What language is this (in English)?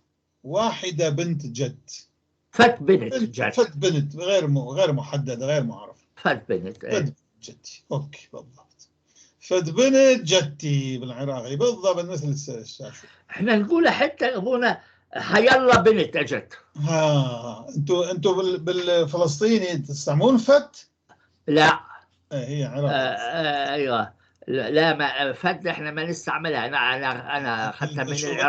North Levantine Arabic